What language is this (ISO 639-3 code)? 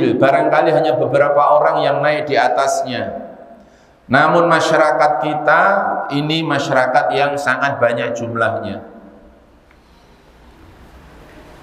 ind